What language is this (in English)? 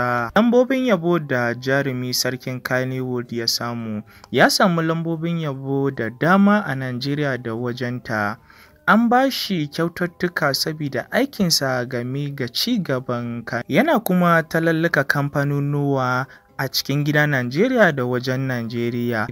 Hausa